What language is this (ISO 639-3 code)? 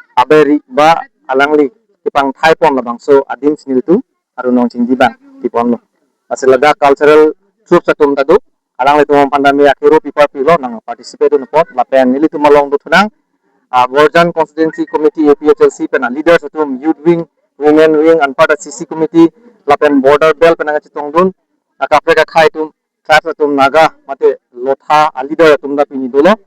mjw